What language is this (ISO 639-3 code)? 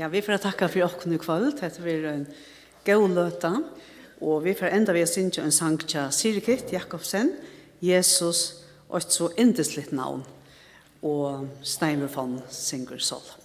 fao